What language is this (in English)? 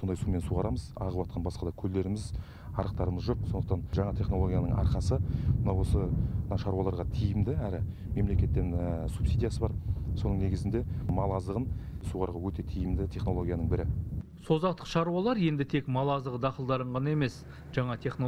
Kazakh